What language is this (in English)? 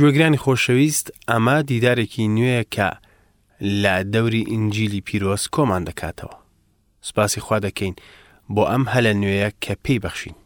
Central Kurdish